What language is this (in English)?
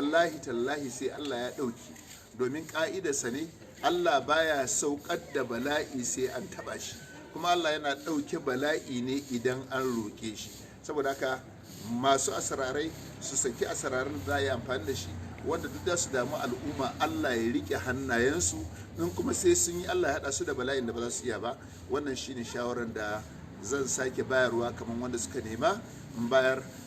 Hausa